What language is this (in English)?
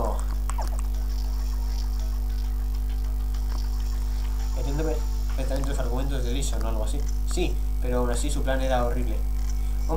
Spanish